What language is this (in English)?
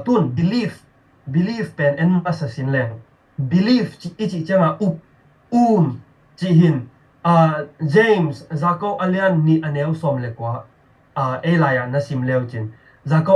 Tedim Chin